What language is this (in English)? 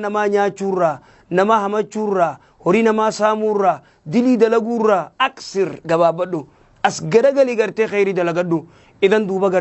Oromo